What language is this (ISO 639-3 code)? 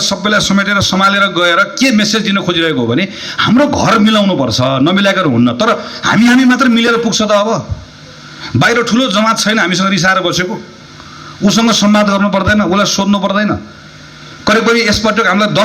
nep